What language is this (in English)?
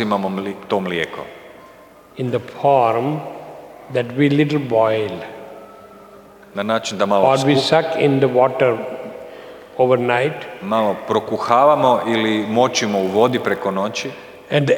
Croatian